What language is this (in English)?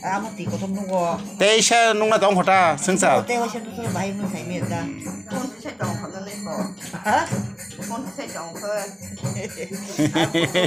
Kok Borok